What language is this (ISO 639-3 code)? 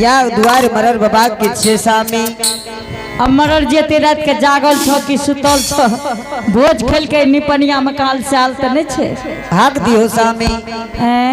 anp